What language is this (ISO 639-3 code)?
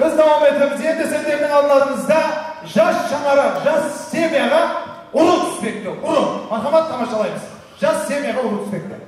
kaa